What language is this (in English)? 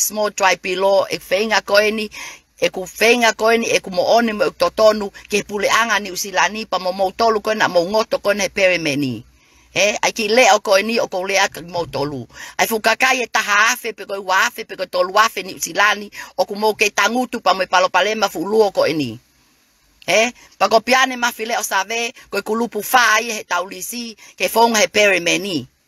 Tongan